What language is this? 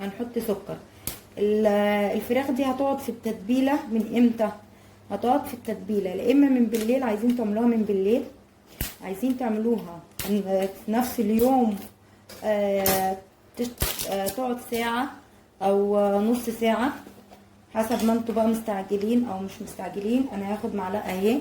Egyptian Arabic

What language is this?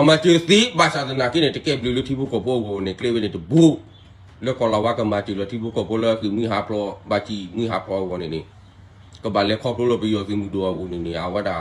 S'gaw Karen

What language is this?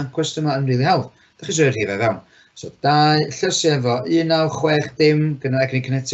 Welsh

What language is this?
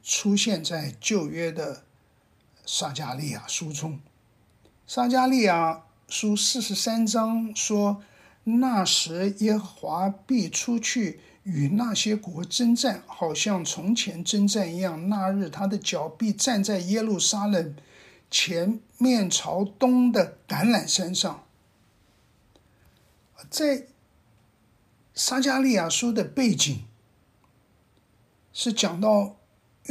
Chinese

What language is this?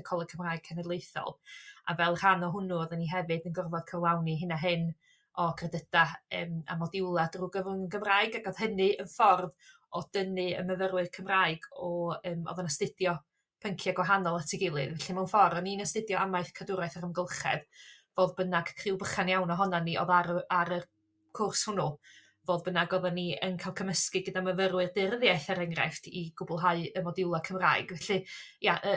Welsh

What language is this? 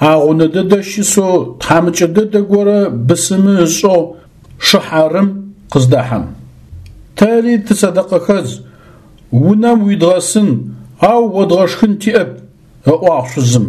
Adyghe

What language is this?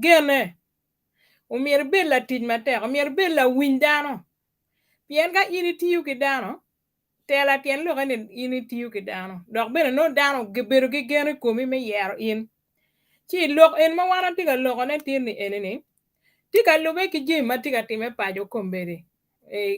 Acoli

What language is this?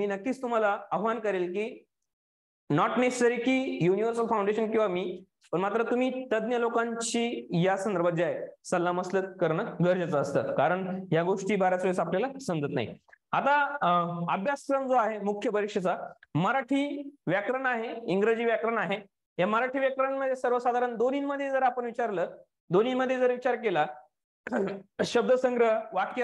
Marathi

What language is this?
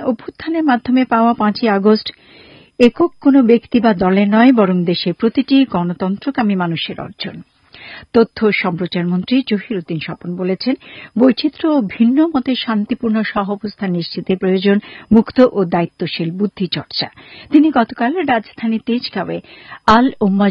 Bangla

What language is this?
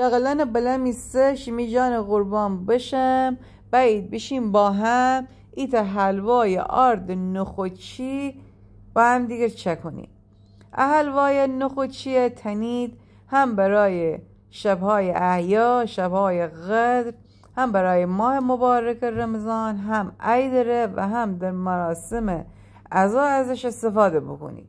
Gilaki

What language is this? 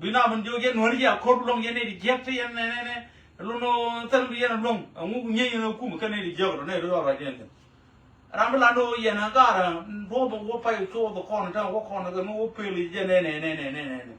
Nuer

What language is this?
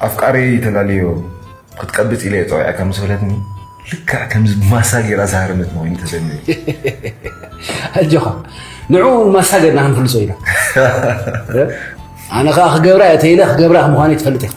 Tigrinya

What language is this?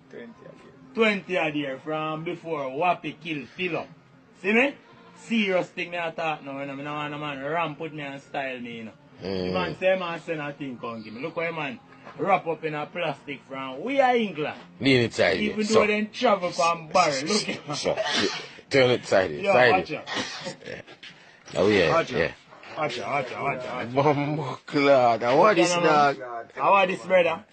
Jamaican Creole English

